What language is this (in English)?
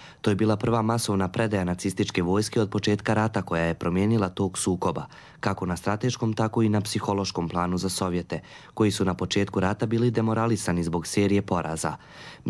Croatian